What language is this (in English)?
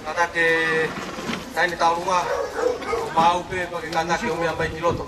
Tongan